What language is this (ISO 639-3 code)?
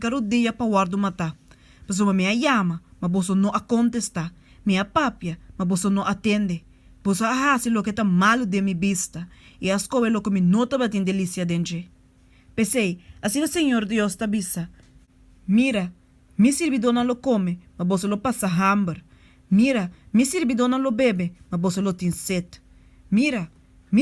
pap